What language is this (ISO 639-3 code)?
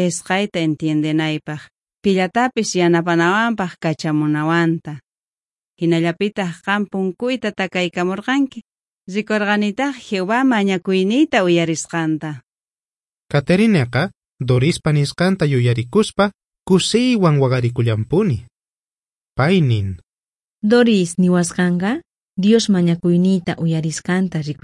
quh